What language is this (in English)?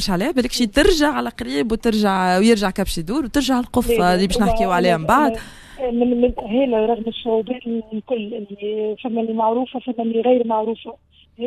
Tunisian Arabic